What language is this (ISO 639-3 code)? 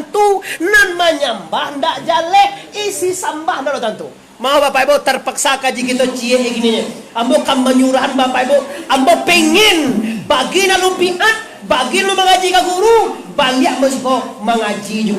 min